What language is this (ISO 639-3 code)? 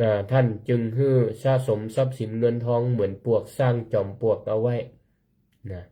nod